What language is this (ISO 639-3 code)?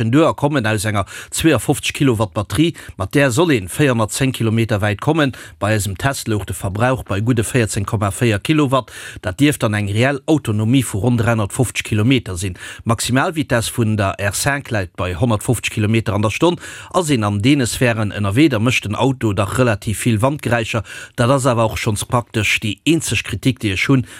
ltz